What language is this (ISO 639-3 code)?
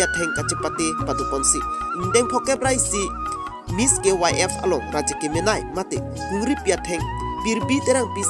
mjw